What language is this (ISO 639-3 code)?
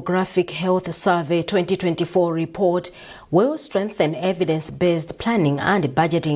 eng